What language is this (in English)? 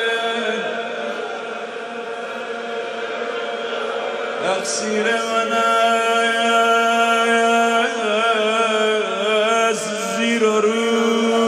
Persian